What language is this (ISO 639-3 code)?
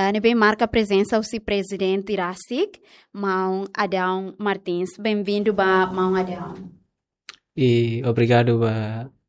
tet